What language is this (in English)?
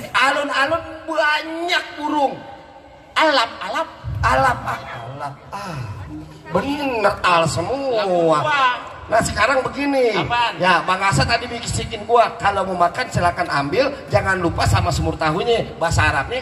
Betawi